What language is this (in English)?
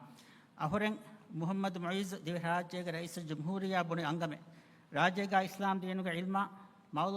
Divehi